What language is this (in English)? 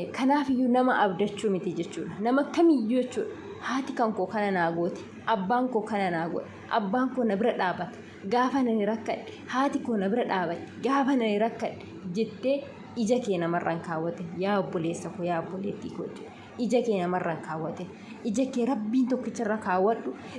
Oromo